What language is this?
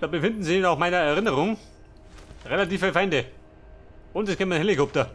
Bavarian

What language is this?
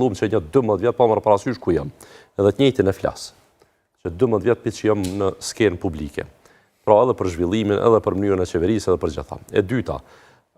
Albanian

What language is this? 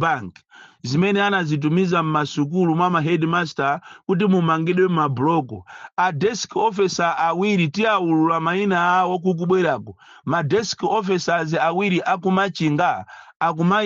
Nyanja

